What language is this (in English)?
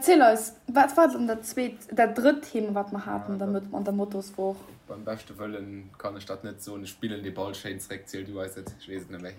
Luxembourgish